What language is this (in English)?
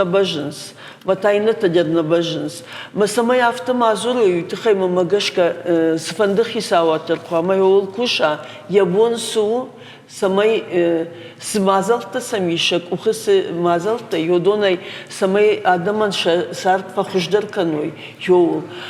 Ossetic